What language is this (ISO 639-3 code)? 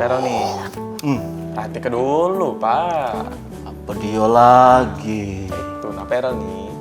mui